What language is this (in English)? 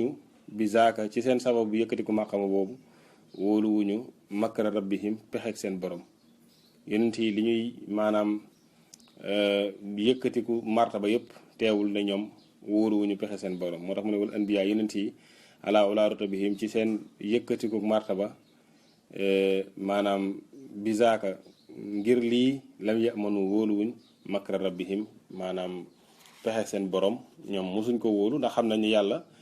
Wolof